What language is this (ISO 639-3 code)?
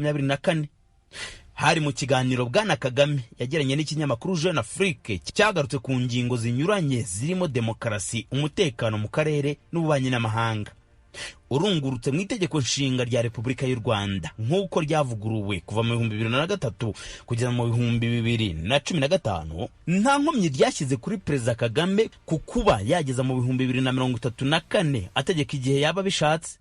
kin